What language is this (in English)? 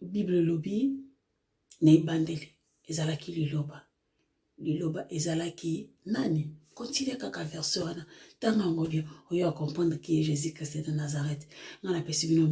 Lingala